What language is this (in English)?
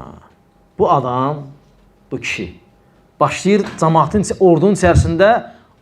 Azerbaijani